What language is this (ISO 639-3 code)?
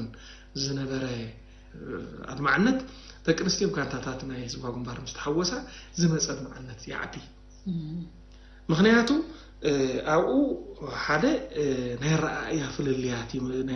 tir